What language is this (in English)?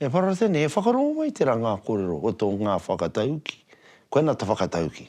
Māori